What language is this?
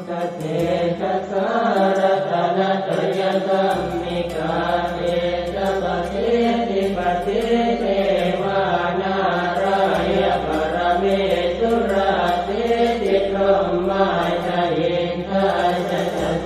Pali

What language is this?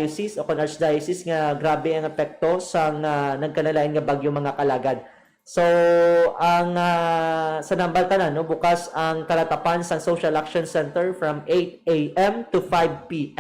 Hiligaynon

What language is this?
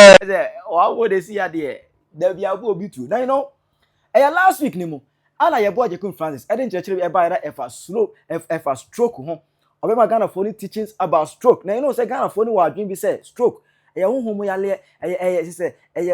Akan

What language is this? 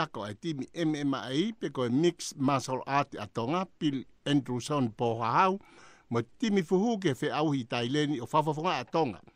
Tongan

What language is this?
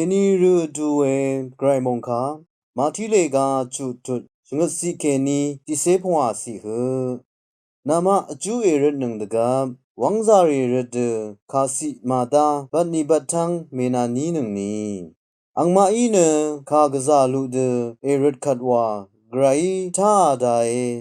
Rawang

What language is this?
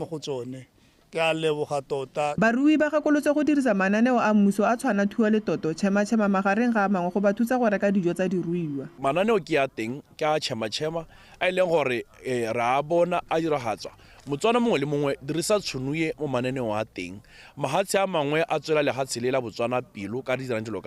Tswana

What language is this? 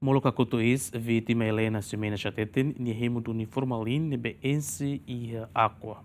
Tetum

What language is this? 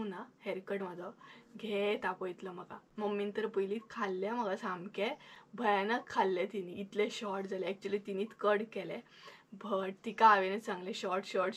Konkani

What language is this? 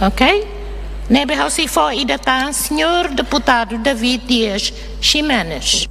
Tetum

